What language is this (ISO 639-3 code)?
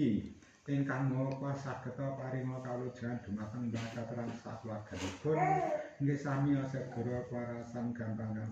jav